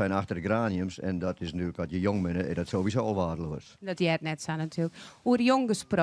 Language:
Western Frisian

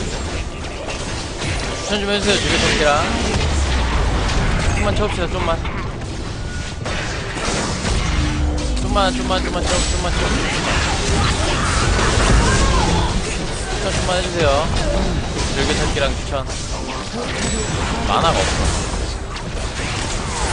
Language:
Korean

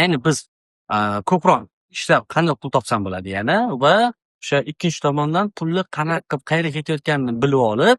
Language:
Uzbek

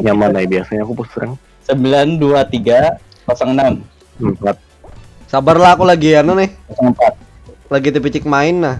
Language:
Banjar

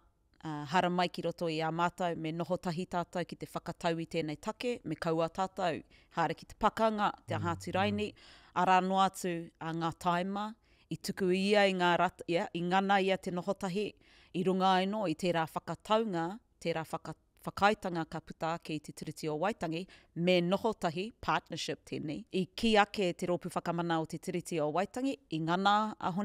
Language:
Māori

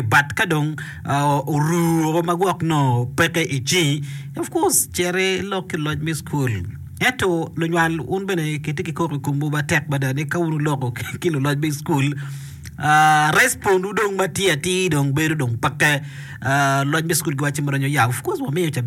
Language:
Acoli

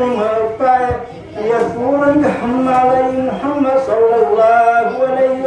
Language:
Buginese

